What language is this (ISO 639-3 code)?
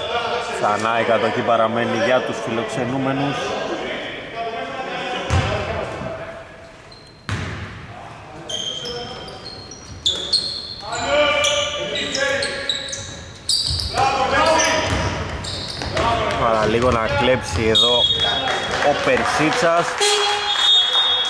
ell